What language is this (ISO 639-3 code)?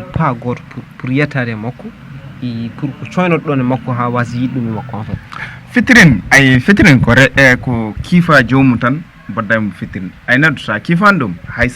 ful